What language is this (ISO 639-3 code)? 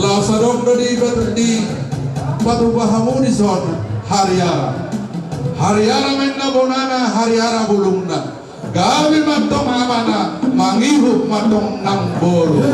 bbc